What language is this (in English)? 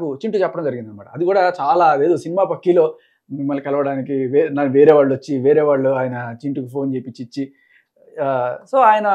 Telugu